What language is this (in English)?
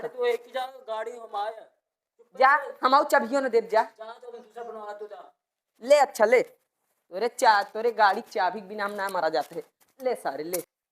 Awadhi